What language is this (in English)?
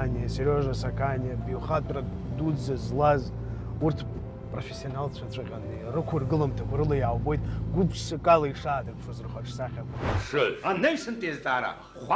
Abkhazian